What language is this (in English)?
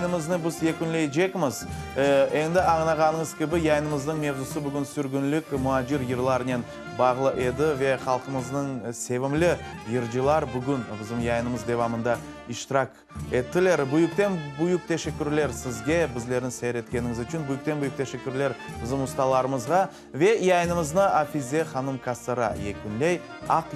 Crimean Tatar